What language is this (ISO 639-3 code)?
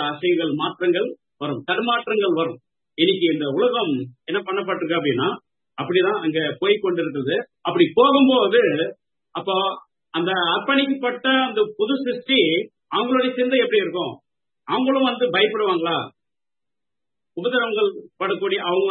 tam